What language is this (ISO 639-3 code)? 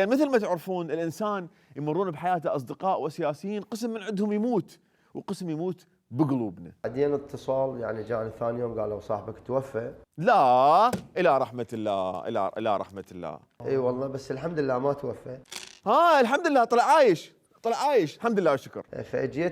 acm